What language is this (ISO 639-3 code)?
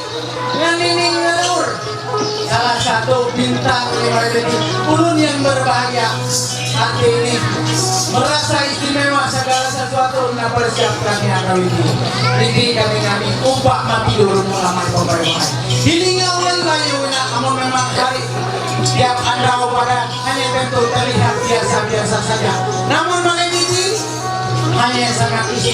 mhy